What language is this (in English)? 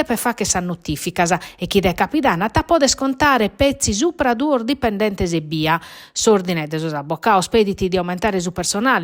Sardinian